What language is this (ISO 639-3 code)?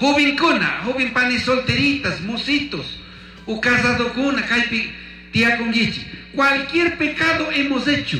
qug